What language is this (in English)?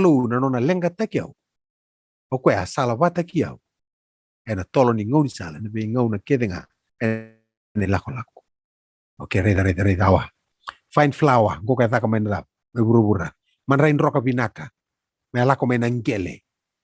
Fijian